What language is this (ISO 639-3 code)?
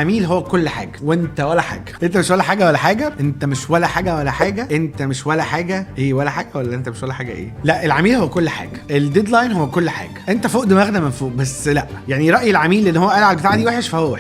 arz